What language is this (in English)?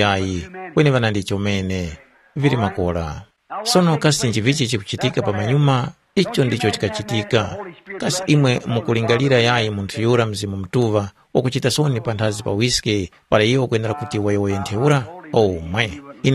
Tumbuka